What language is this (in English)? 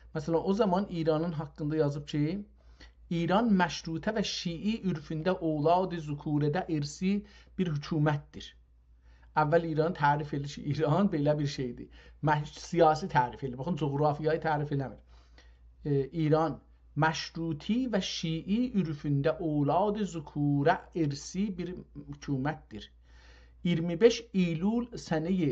South Azerbaijani